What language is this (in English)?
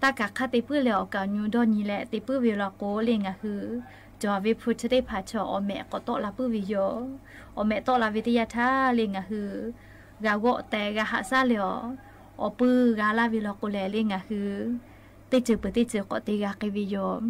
Lahu